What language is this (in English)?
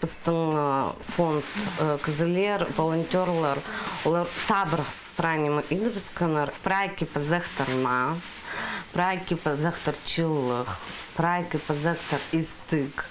Khakas